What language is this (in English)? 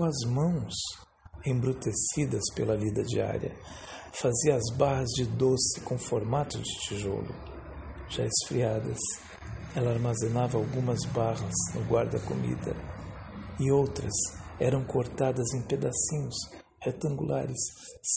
Portuguese